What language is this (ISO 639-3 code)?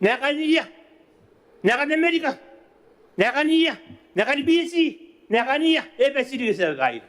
gil